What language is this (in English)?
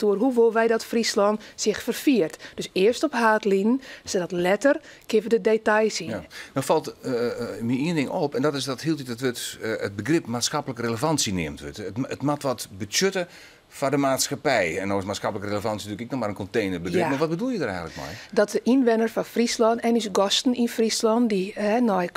Western Frisian